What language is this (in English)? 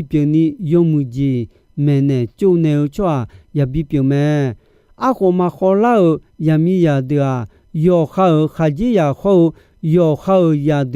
Akha